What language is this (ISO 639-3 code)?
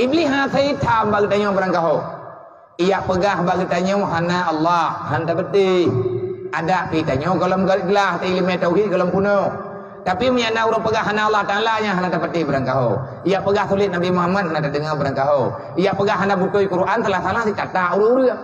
ace